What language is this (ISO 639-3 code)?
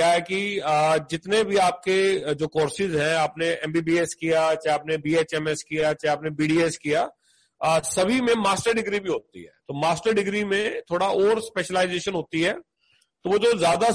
hin